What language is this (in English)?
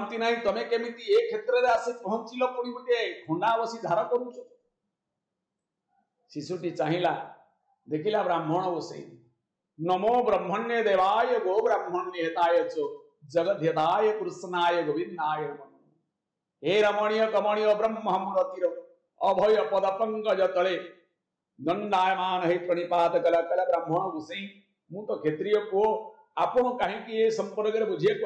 Odia